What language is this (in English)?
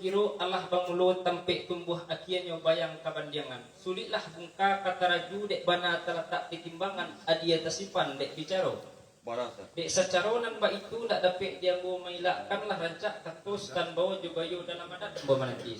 Minangkabau